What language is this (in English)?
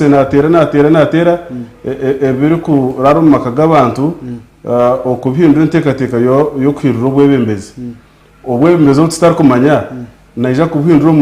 Nyankole